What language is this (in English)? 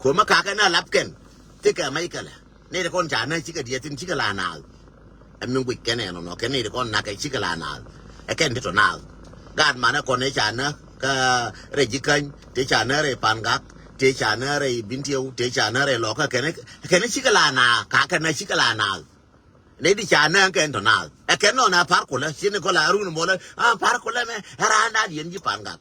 Nuer